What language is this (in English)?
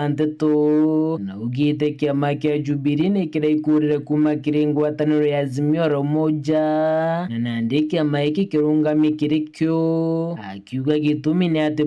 Meru